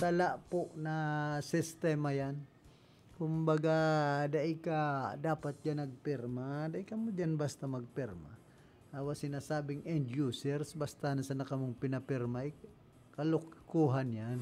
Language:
Bikol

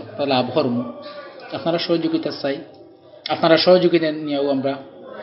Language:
Sylheti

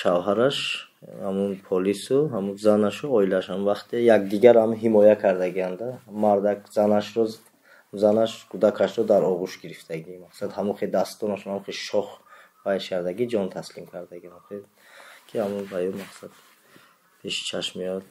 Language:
Tajik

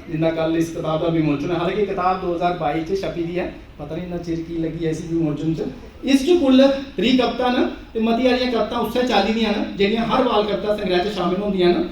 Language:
Dogri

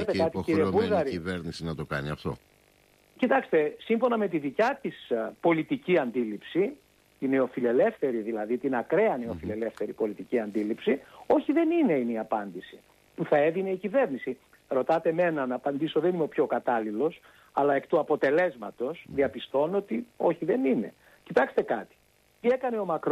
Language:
Greek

